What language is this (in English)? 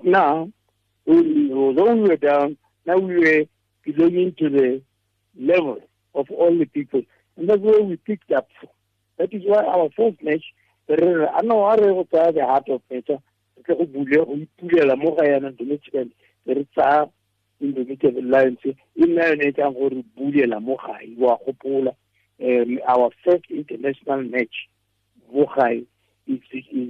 Tswana